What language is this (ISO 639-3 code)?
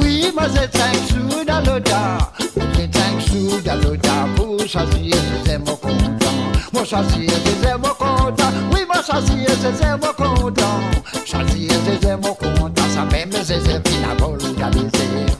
mfe